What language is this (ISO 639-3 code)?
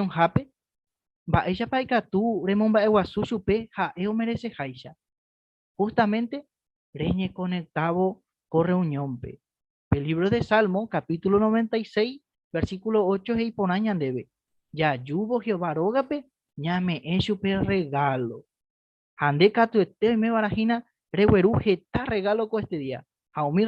grn